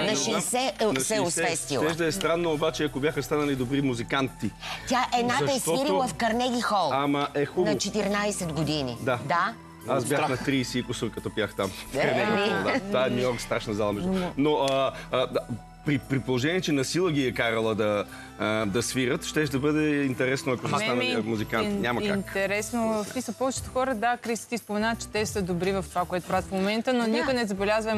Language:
Bulgarian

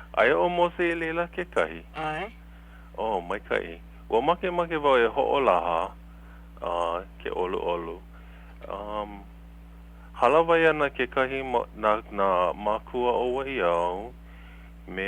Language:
Hawaiian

